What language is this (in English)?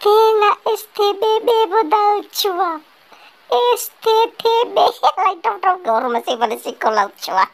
Nias